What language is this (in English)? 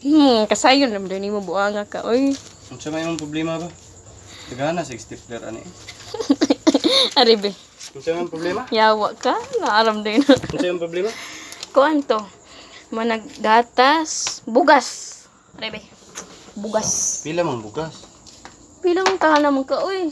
Cebuano